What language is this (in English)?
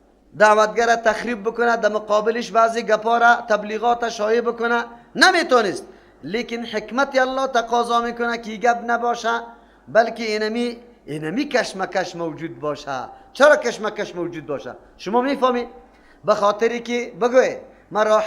Persian